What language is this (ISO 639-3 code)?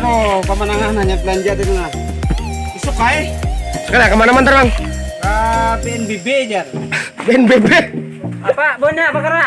bjn